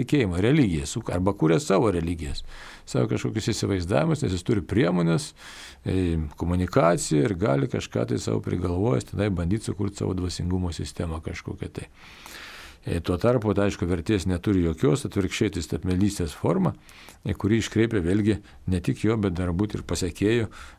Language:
Lithuanian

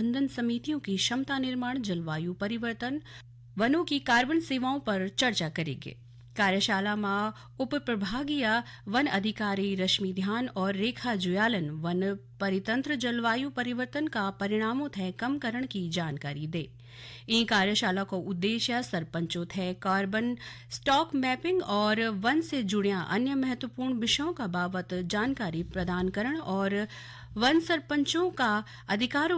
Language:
Garhwali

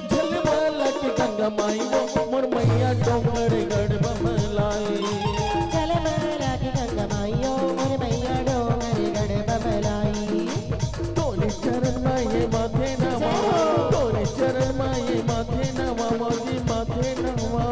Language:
Chhattisgarhi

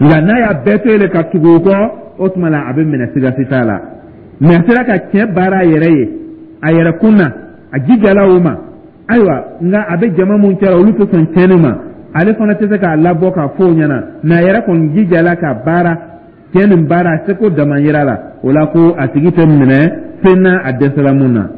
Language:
Dyula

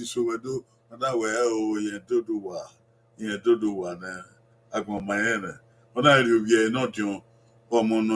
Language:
Bini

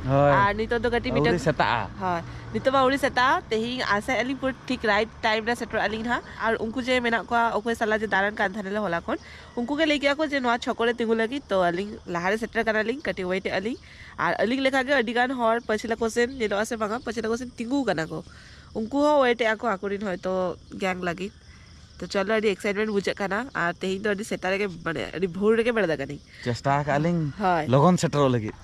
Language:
Santali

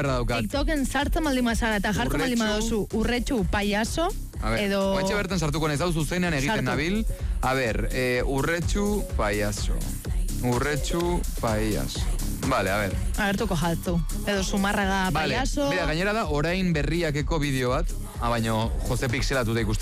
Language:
Basque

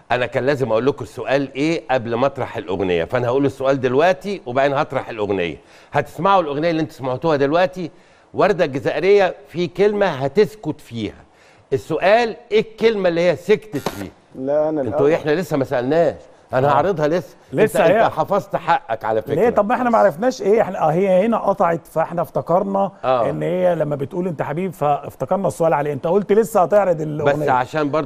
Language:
Egyptian Arabic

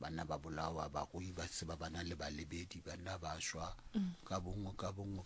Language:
Southern Sotho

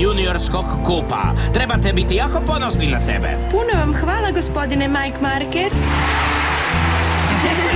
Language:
Croatian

